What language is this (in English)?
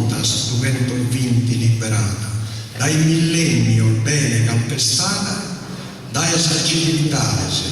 Sardinian